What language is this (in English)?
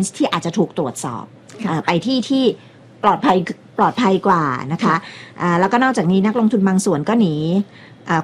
Thai